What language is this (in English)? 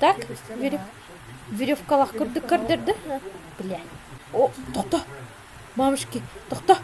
Yakut